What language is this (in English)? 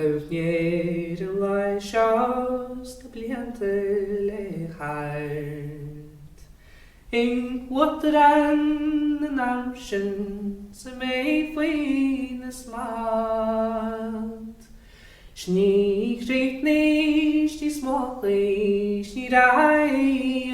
Irish